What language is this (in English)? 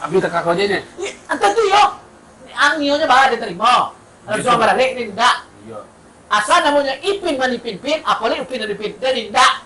Minangkabau